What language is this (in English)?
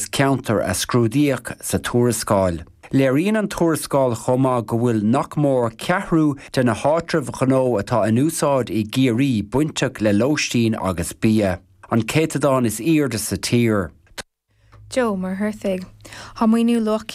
Irish